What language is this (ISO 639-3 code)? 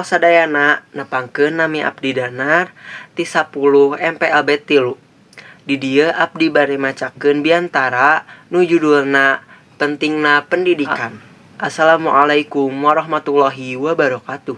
sun